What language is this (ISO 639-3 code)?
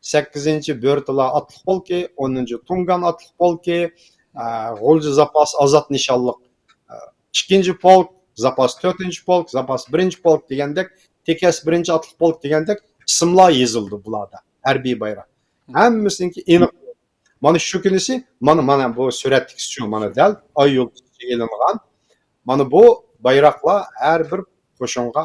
uig